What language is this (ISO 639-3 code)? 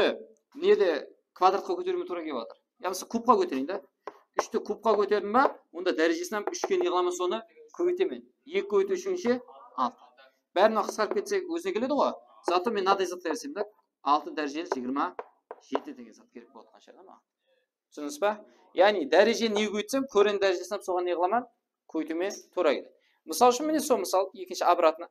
kaa